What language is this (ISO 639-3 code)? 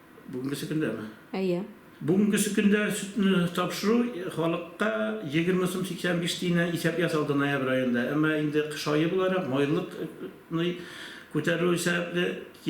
tat